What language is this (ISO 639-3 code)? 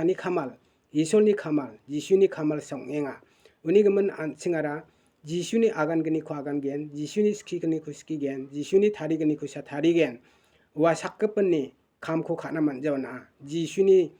grt